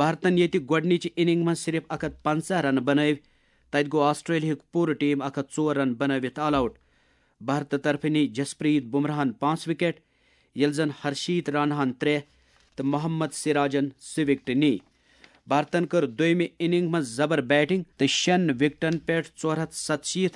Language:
Kashmiri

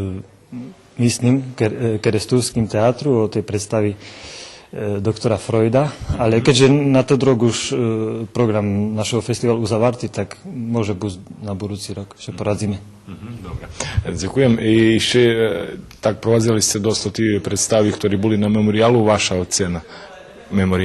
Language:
Rusyn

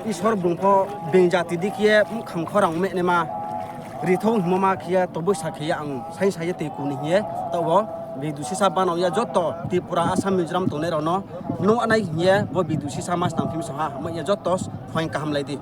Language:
Riang (India)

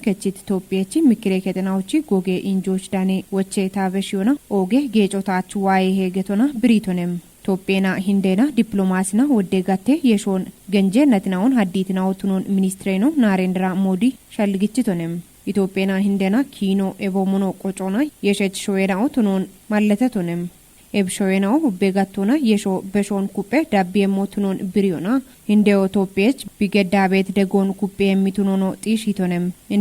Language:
Kafa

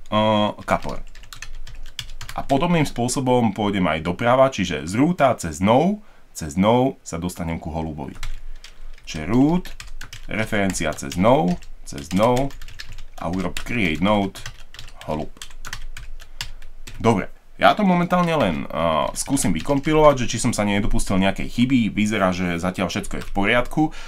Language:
Slovak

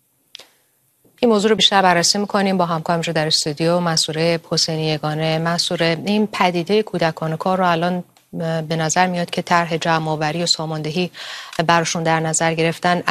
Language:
Persian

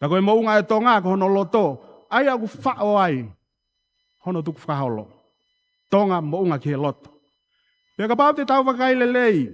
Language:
Tongan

